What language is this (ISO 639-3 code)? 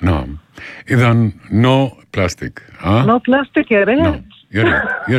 apc